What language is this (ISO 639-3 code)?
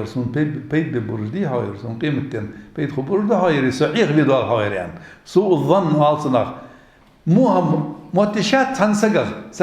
inh